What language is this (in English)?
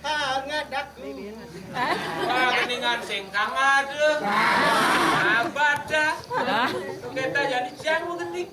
Balinese